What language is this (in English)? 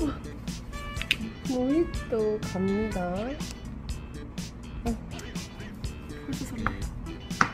Korean